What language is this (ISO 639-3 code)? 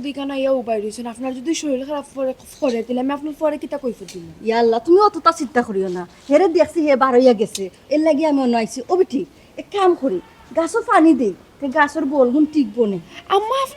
syl